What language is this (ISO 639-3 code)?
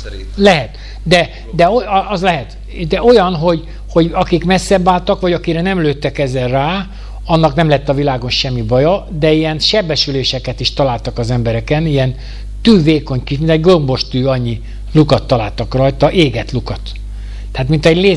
hun